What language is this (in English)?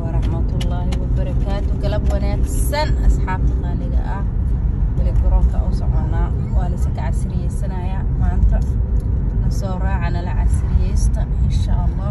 Somali